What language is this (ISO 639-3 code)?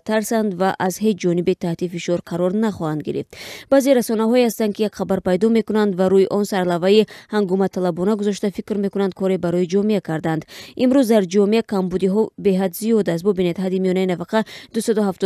tgk